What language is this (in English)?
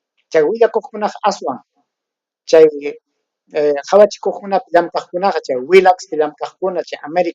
Ayacucho Quechua